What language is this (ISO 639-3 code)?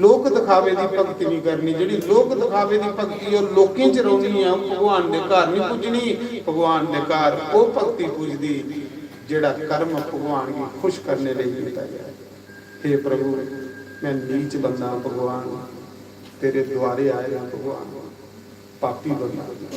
doi